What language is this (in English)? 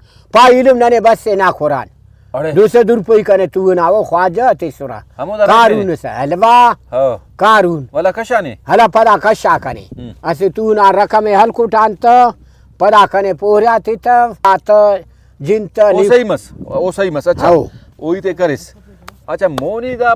Brahui